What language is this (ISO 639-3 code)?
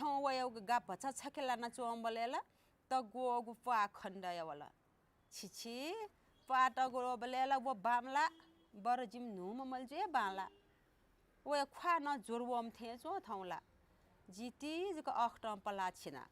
new